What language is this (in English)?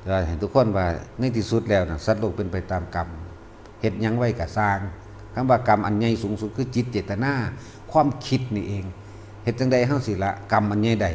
Lao